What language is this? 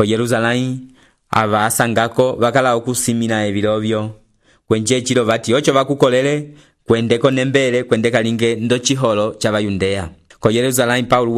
Umbundu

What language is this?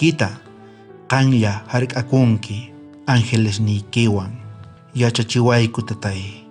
South Bolivian Quechua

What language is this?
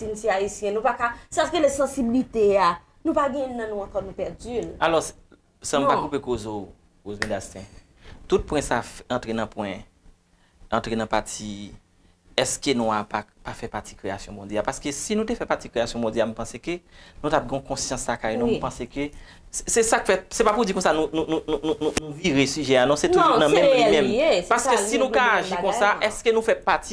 Haitian Creole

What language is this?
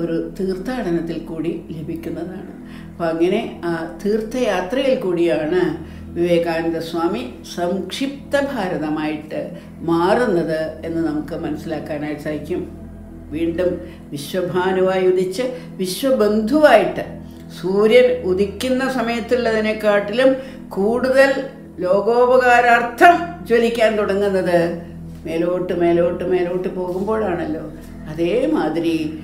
Malayalam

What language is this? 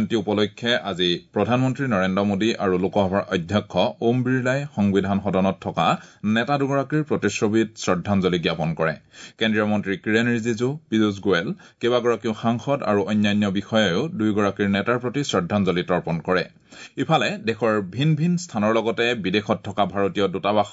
Assamese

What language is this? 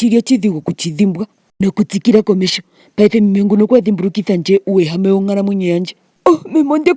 Ndonga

